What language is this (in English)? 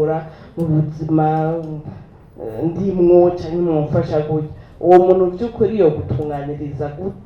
Rundi